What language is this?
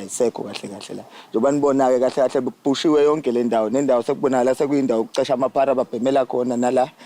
Zulu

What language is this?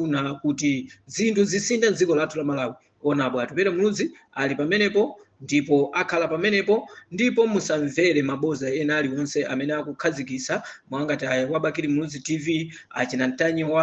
Nyanja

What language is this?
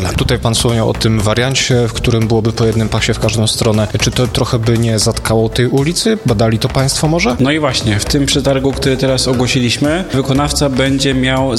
Polish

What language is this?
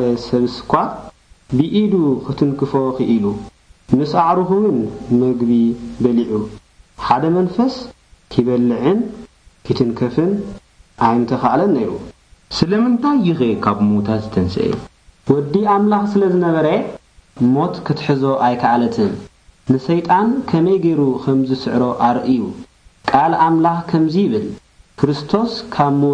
Tigrinya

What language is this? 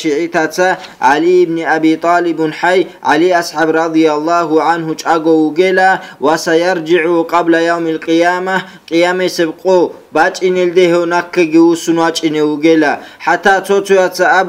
Avaric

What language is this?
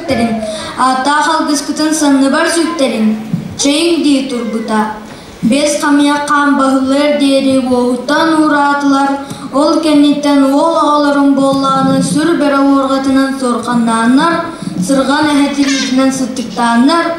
Yakut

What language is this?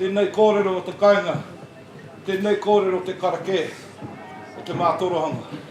Māori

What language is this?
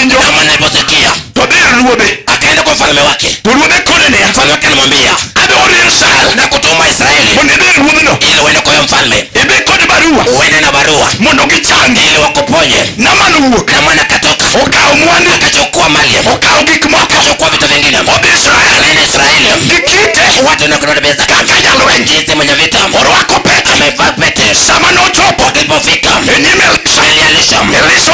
Luo (Kenya and Tanzania)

